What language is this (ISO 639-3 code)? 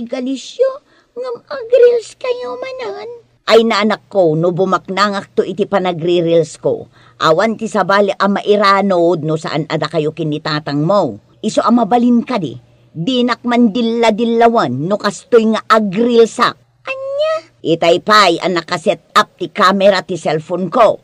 ilo